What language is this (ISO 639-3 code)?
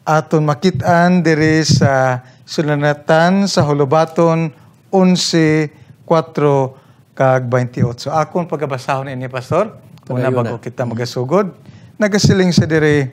hil